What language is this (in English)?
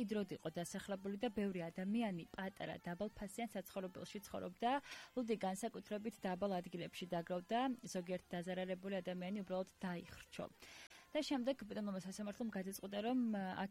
Georgian